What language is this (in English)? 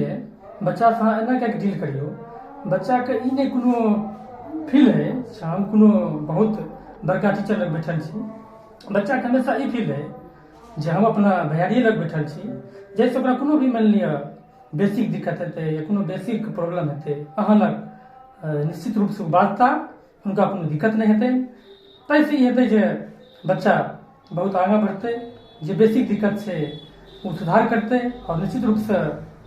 Maithili